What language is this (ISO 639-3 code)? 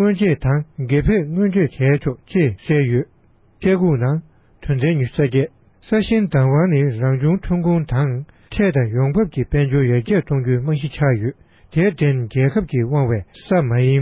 bod